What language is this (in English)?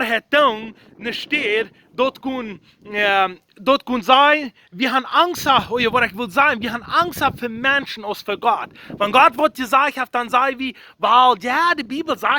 Plautdietsch